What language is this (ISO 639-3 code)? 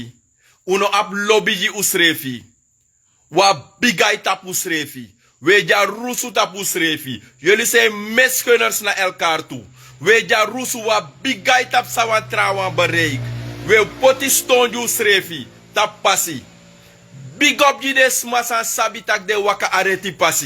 srn